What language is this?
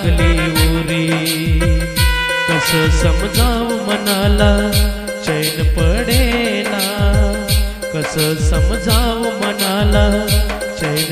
Marathi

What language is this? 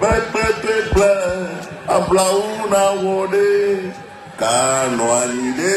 Ewe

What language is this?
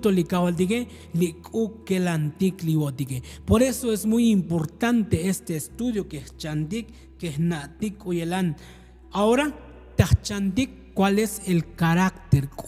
Tzotzil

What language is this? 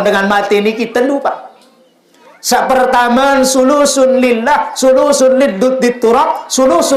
Sasak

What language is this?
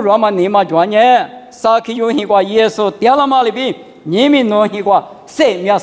Lisu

